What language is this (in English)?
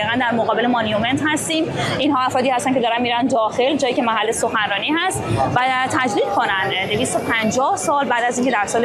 Persian